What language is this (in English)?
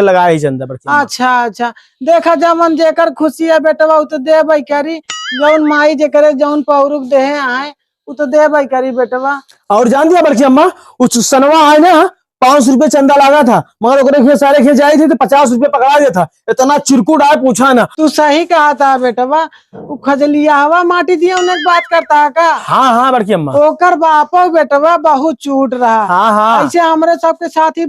Awadhi